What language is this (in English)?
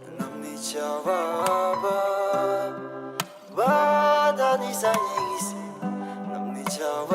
Tibetan